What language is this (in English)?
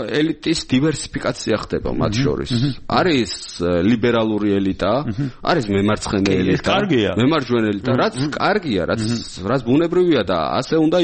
Georgian